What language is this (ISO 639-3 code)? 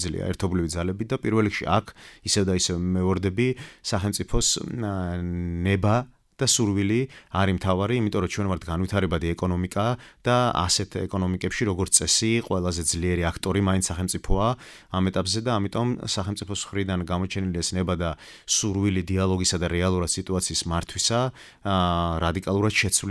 kat